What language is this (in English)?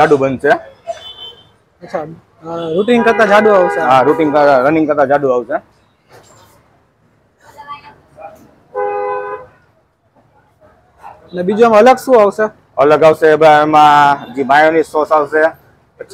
Gujarati